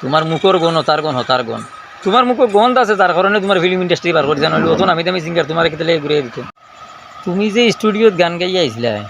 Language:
Sylheti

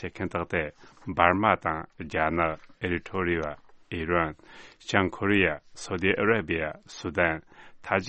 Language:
Tibetan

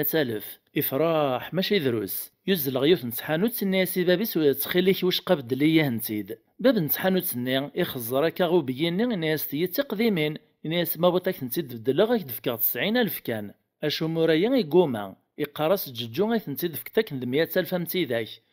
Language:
Kabyle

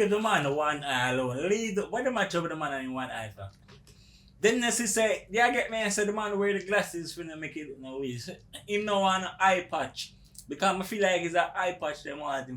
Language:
Jamaican Creole English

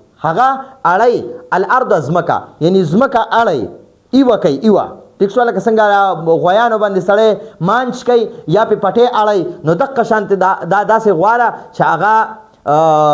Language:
Pashto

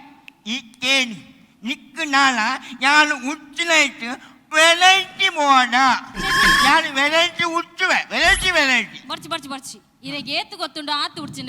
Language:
Tulu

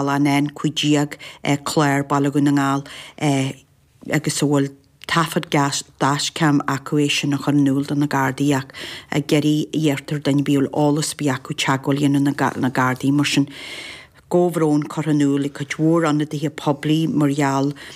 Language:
Irish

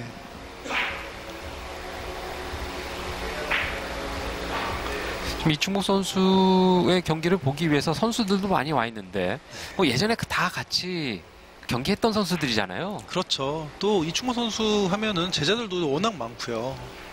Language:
Korean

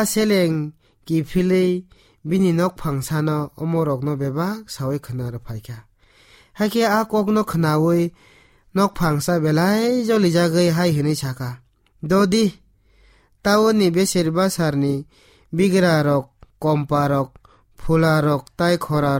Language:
Kok Borok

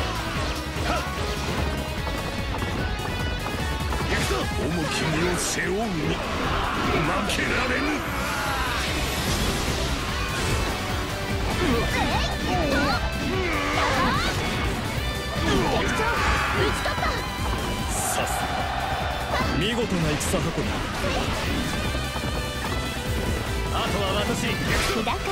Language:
Japanese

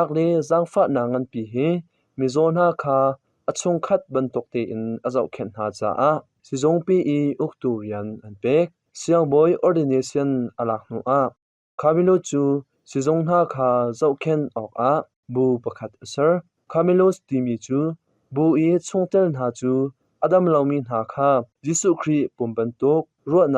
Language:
Hakha Chin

